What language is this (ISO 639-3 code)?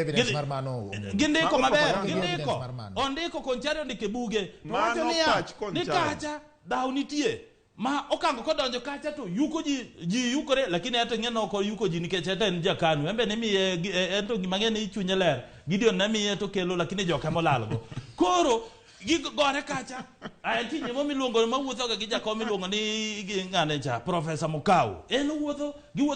luo